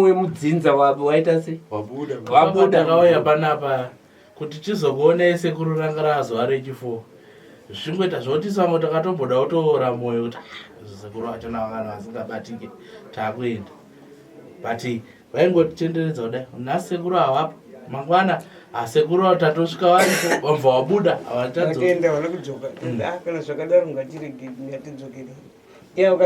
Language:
Shona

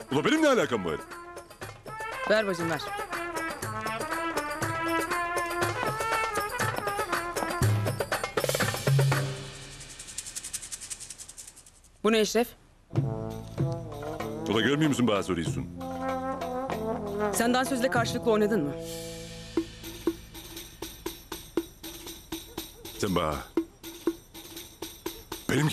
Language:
Turkish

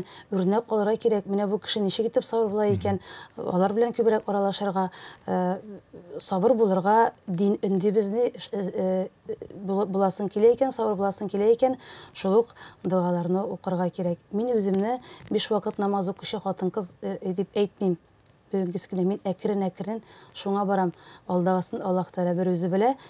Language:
Tatar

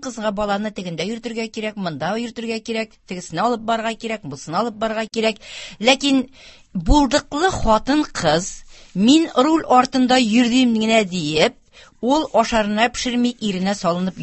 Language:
Tatar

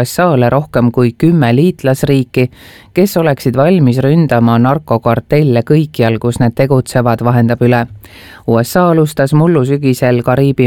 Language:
Estonian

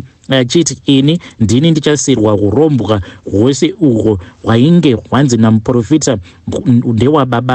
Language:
Shona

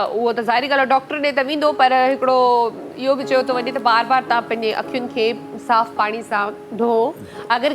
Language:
Sindhi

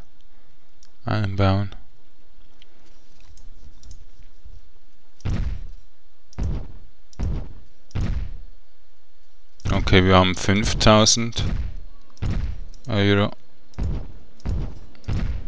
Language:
German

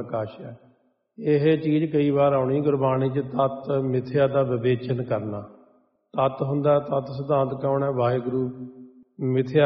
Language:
Punjabi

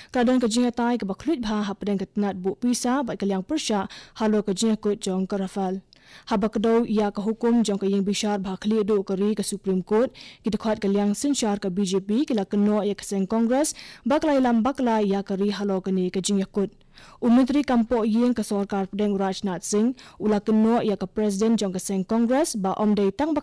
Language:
Khasi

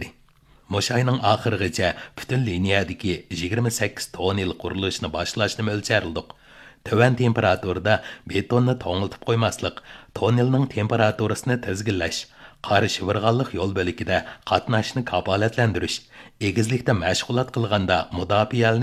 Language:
Uyghur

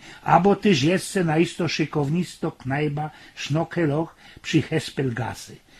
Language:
Silesian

